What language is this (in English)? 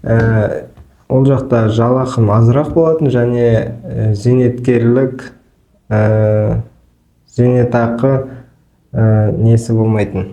Kazakh